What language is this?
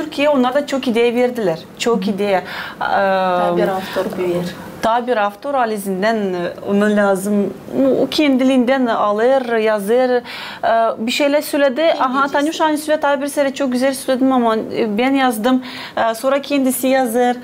Gagauz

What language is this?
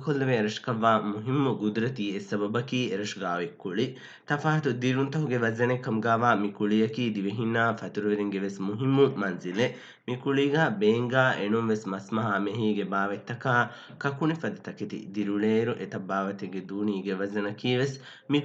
Divehi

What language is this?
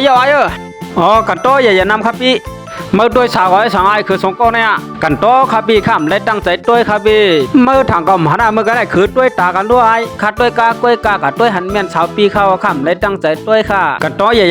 Shan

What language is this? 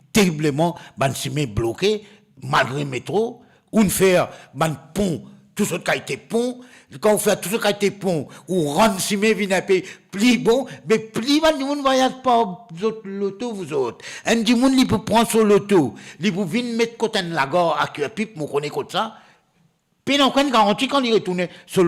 Morisyen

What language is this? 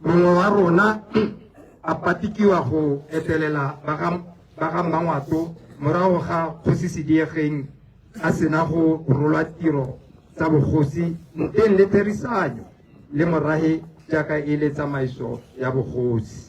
Tswana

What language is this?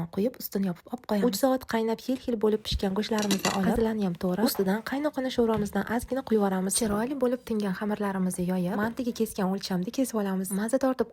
Uzbek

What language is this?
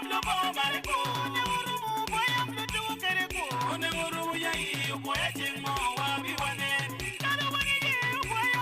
Acoli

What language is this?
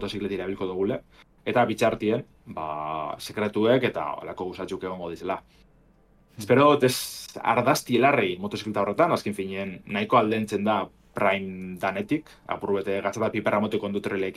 Basque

